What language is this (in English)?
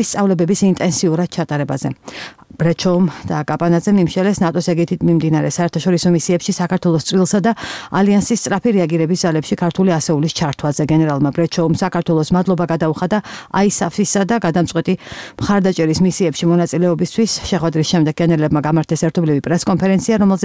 Georgian